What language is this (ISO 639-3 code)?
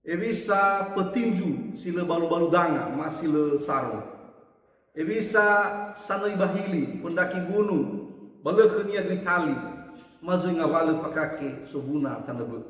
nia